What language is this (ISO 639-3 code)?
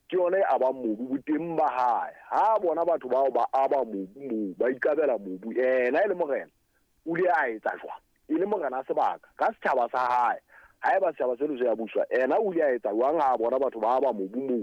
sot